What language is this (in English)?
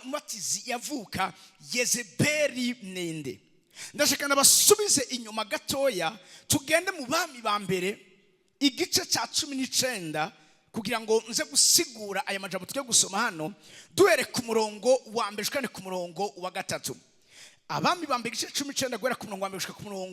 Rundi